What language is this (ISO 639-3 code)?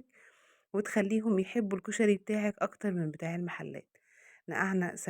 arz